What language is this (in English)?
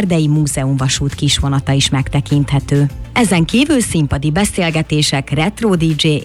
Hungarian